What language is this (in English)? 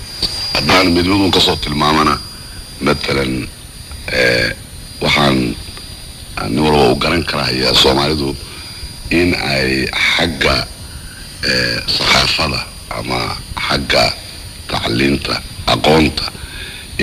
Somali